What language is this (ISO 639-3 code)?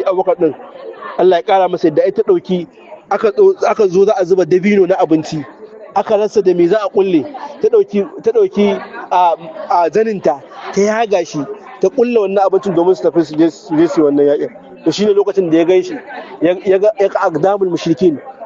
hau